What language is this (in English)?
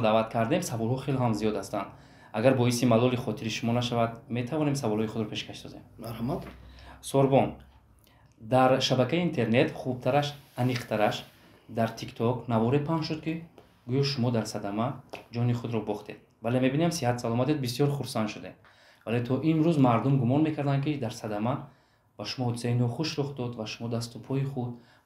Tajik